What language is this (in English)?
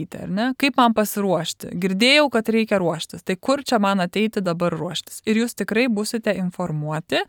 Lithuanian